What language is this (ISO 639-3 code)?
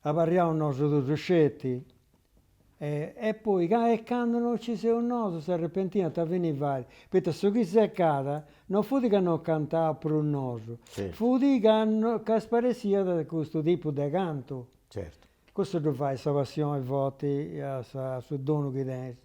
srd